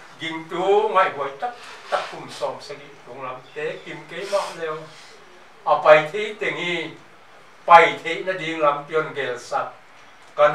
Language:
Paite Chin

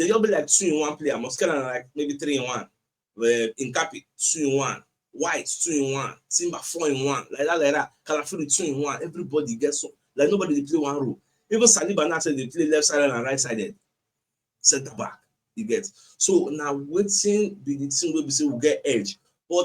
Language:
Nigerian Pidgin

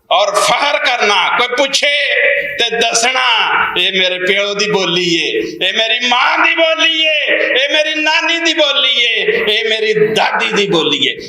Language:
Western Panjabi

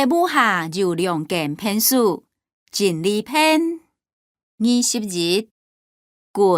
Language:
Hakka Chinese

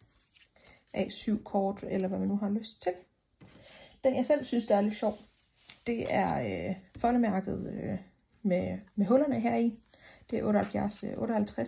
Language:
Danish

